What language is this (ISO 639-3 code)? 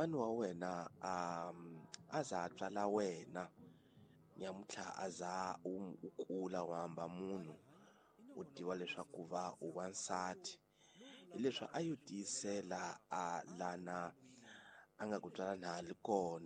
tso